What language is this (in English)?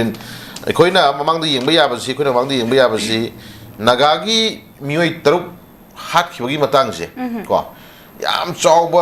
Manipuri